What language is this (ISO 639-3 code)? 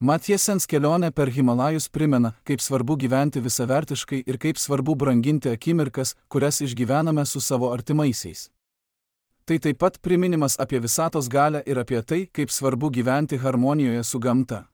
lit